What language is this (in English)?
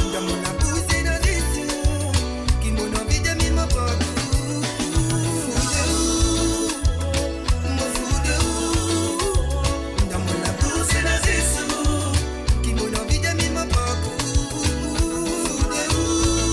Morisyen